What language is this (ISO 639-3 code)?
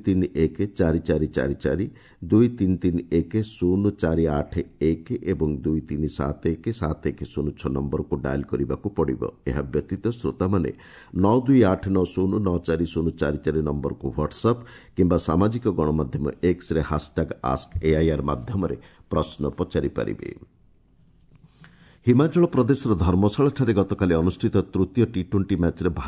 ori